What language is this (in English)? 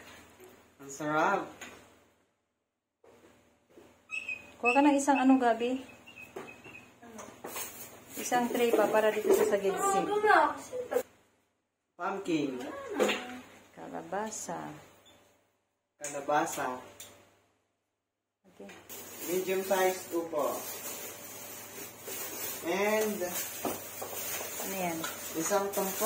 Filipino